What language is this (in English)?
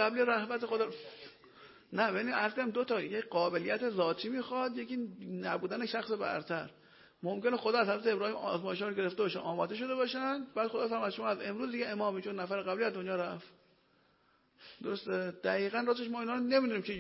Persian